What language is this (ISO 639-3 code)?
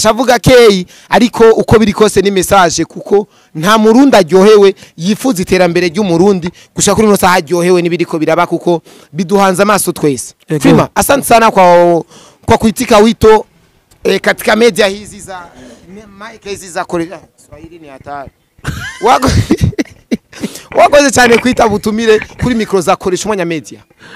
run